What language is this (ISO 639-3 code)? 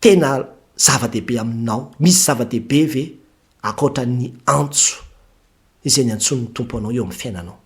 mlg